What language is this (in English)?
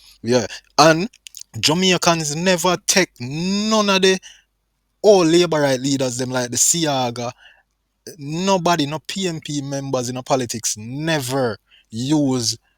Jamaican Creole English